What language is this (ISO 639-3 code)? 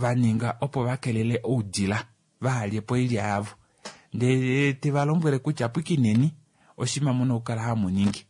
kua